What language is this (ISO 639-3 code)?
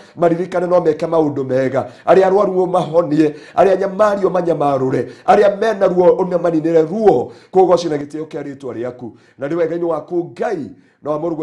kik